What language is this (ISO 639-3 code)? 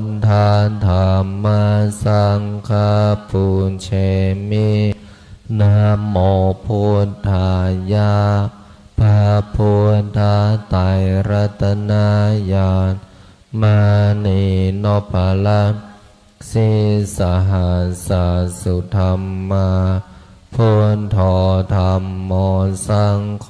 pli